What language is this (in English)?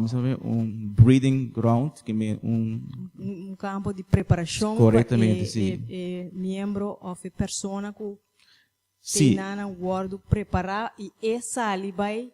Papiamento